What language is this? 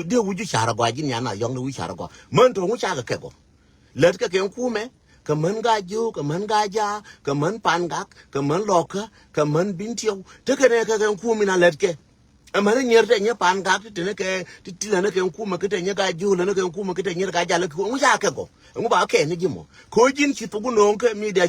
Nuer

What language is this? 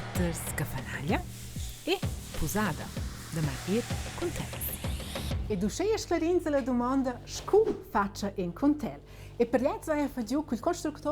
Romansh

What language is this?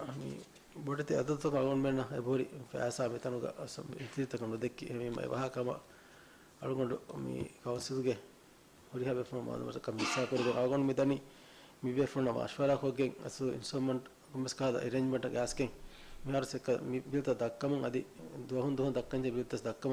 Divehi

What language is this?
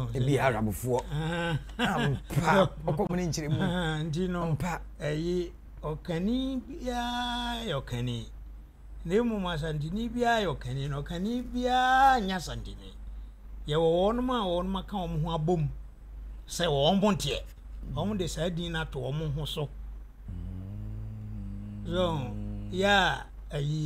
Akan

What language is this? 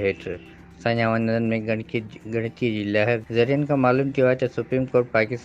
Sindhi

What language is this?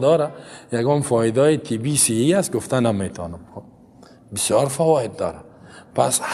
Persian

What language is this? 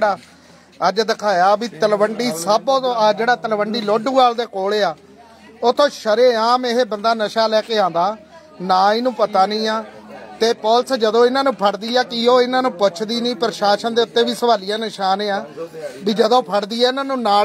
Punjabi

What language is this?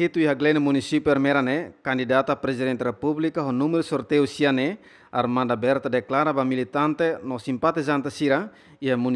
Tetum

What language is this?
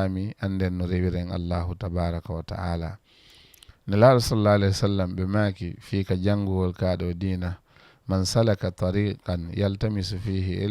Fula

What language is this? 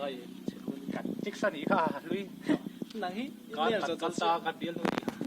Mizo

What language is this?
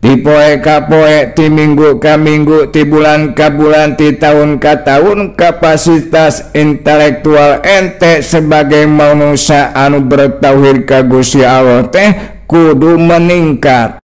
Sundanese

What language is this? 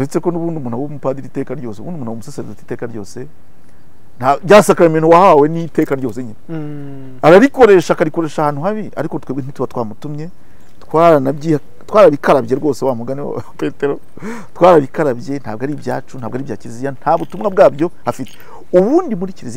Kinyarwanda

